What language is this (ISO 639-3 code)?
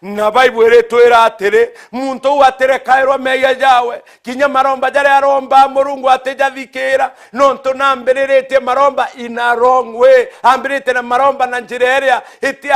mer